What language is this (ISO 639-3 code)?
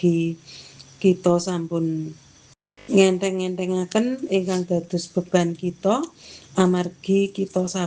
jav